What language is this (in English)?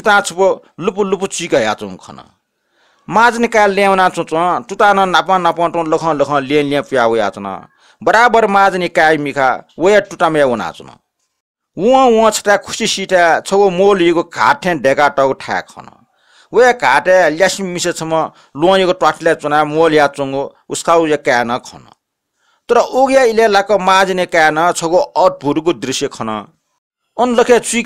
Newari